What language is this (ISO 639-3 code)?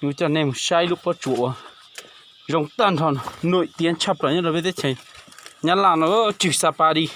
hmn